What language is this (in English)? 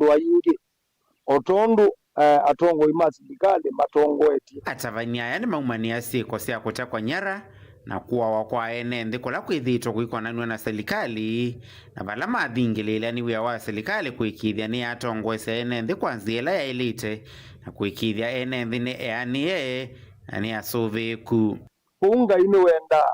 Kamba